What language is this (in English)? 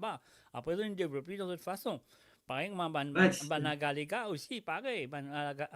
Morisyen